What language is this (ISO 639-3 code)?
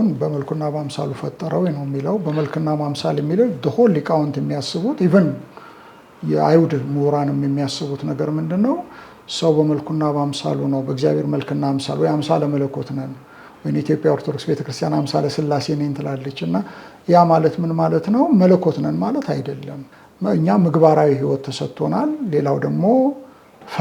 amh